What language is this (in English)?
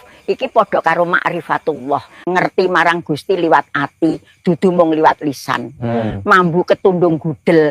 Javanese